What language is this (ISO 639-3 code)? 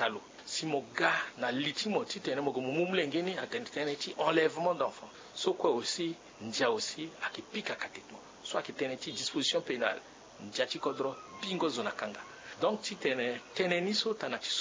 sag